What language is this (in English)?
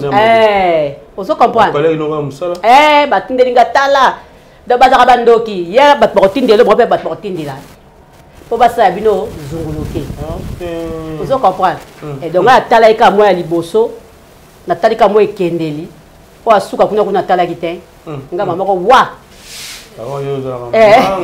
Lingala